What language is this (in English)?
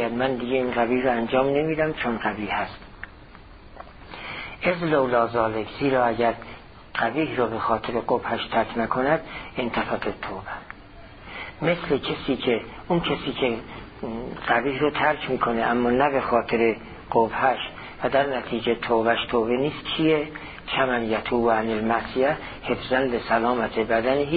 Persian